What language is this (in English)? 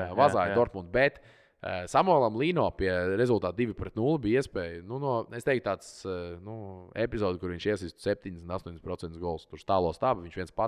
Latvian